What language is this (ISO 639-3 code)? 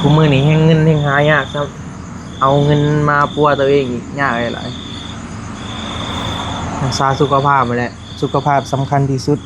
tts